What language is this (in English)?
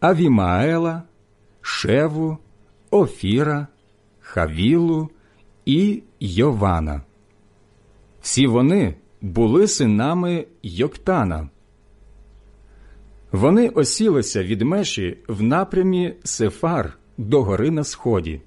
Ukrainian